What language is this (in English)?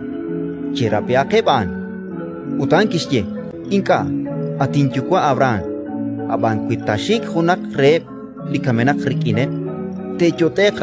Kekchí